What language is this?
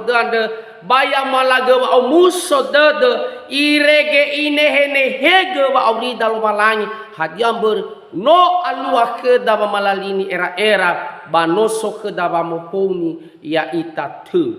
Nias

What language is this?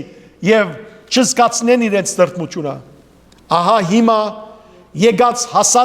Western Armenian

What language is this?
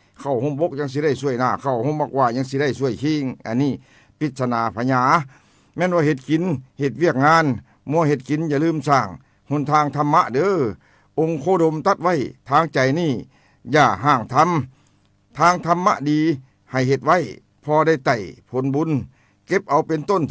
Lao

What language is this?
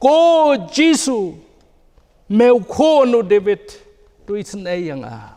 Khasi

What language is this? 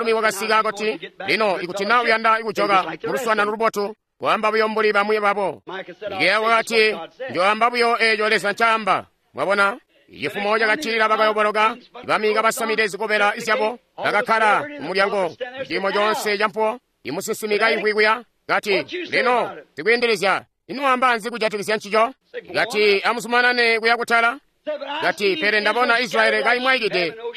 Tonga (Zambia)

